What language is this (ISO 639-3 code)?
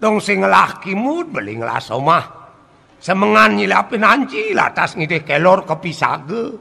ban